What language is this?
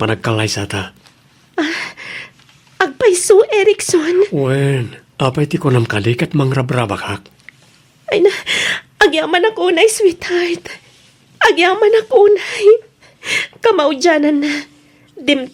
Iloko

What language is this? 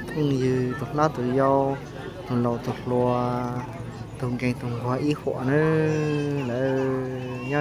Hmong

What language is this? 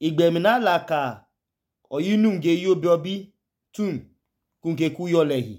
Idoma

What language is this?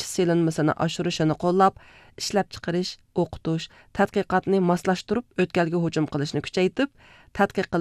Uyghur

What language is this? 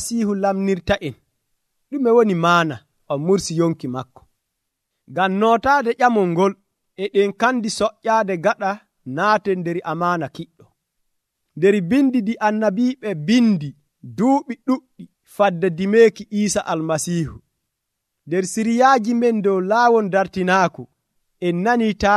Nigerian Fulfulde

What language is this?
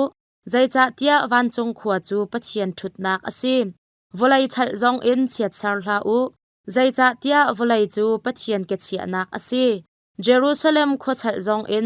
Hakha Chin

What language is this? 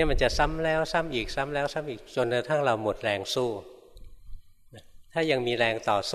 Thai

